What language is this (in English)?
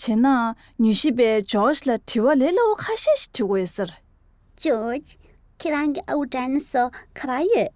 Tibetan